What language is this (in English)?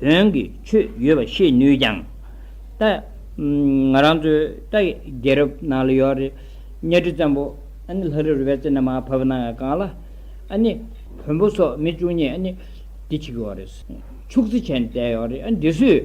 Tibetan